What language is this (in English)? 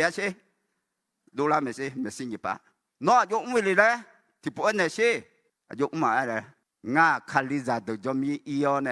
Akha